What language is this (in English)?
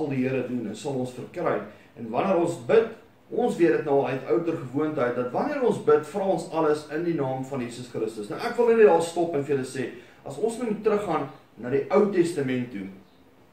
Afrikaans